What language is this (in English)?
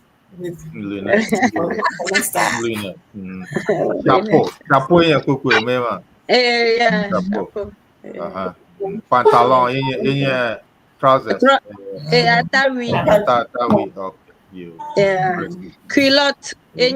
Ewe